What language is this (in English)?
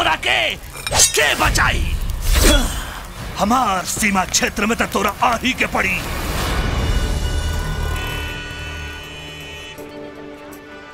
Bhojpuri